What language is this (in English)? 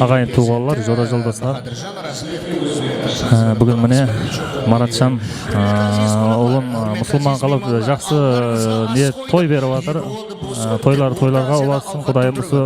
Kara-Kalpak